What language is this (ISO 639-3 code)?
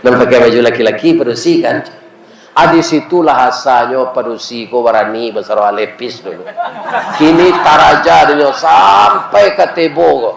min